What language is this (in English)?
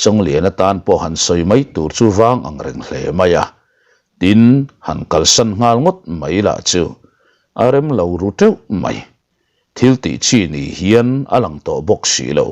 Mizo